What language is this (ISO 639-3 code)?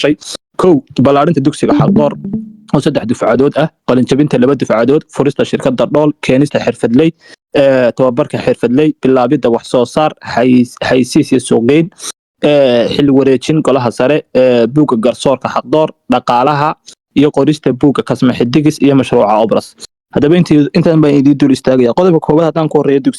som